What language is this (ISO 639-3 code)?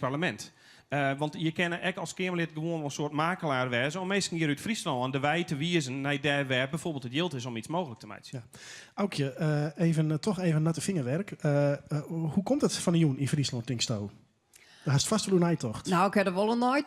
fry